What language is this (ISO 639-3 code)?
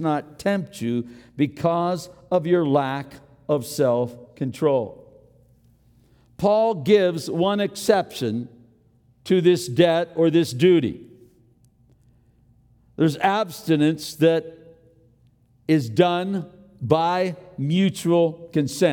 eng